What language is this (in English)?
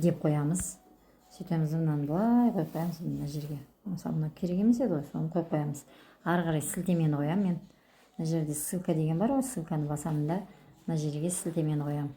Kazakh